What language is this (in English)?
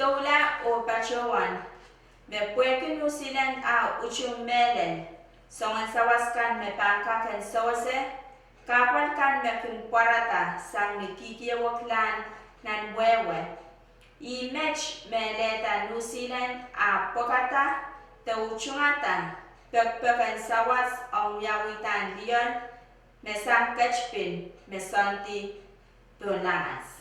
Pohnpeian